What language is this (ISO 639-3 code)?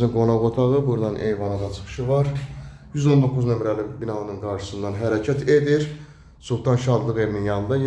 aze